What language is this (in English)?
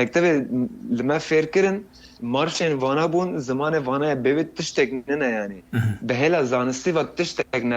Kurdish